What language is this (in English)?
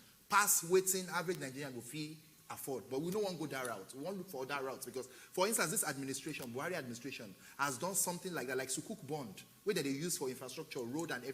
Nigerian Pidgin